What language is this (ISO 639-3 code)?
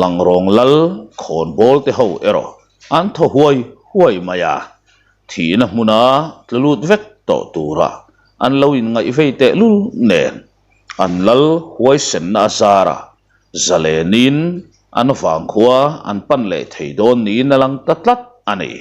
lus